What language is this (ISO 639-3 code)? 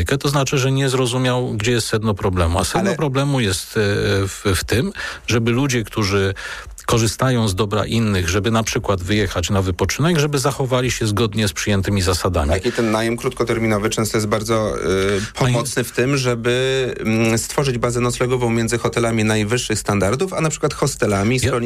pol